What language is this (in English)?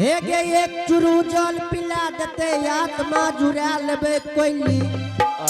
Angika